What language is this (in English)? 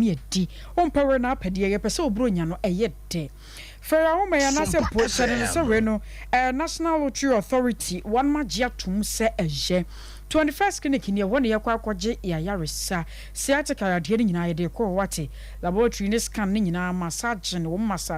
Akan